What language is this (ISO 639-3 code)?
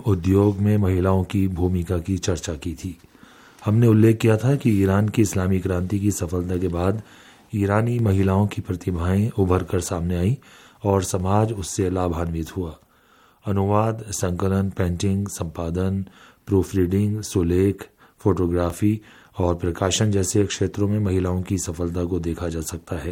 hin